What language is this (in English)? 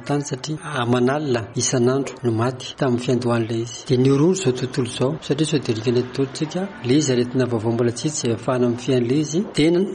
Malagasy